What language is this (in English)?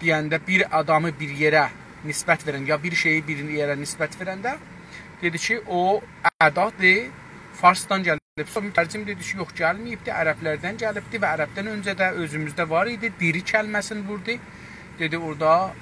South Azerbaijani